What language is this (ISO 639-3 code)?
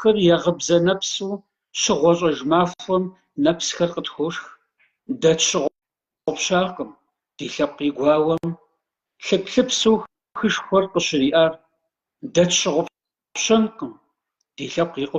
kbd